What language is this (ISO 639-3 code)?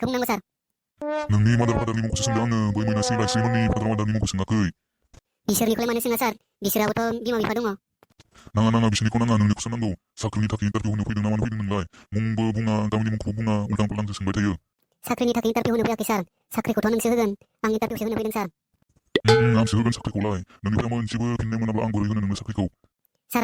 brx